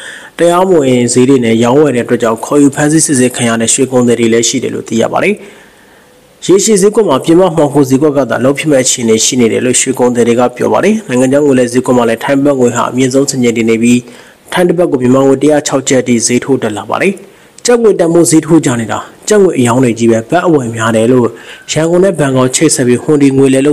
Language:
Burmese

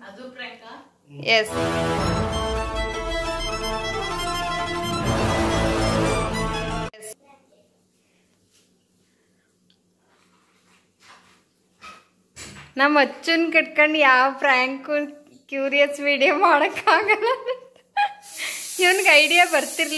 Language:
Kannada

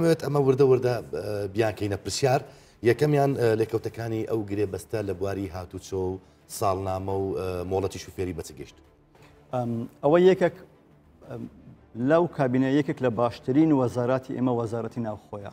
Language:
Central Kurdish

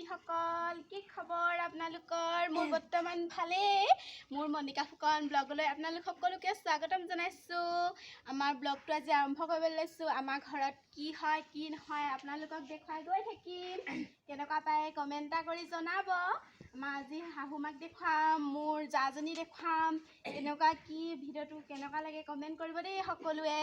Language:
Assamese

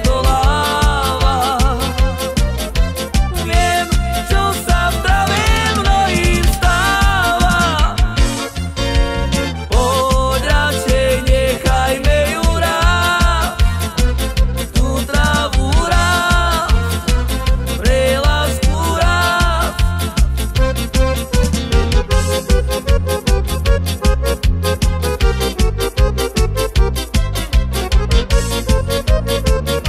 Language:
Slovak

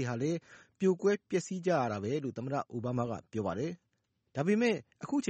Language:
Burmese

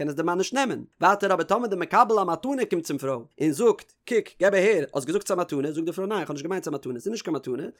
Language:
Yiddish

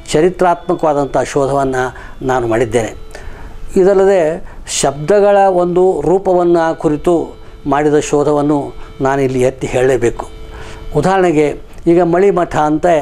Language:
Kannada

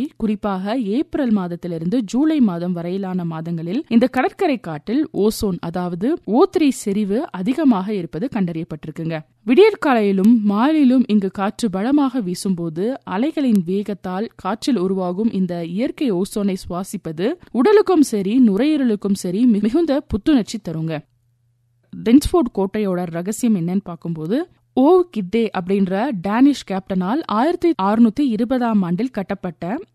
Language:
Tamil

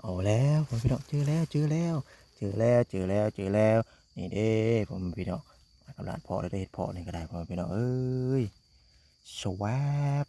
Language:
Northeastern Thai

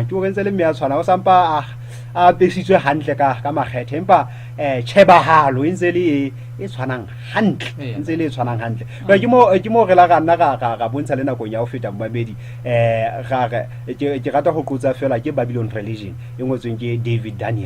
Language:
Southern Sotho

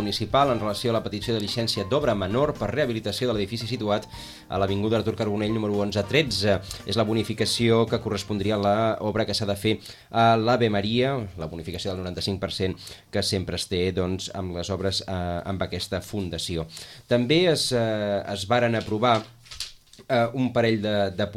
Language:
Catalan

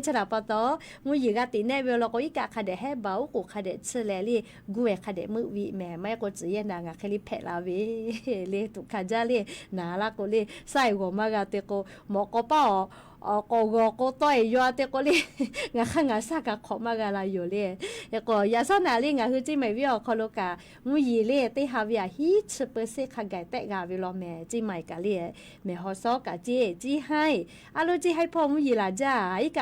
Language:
Lahu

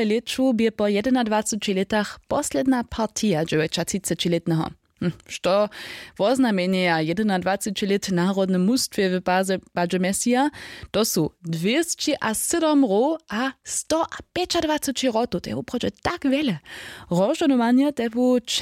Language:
Upper Sorbian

